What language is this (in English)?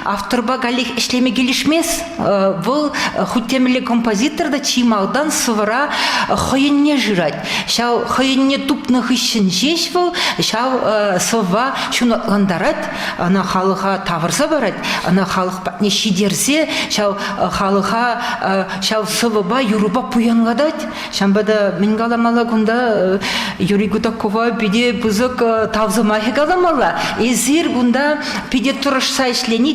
Chuvash